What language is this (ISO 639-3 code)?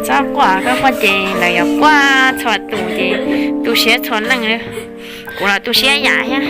hmn